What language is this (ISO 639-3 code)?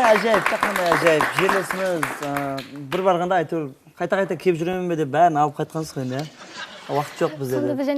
kaa